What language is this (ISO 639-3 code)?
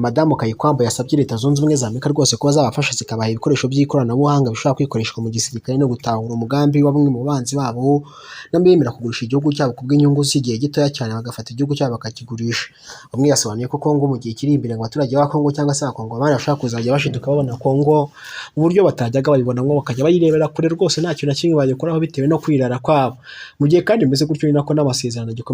kin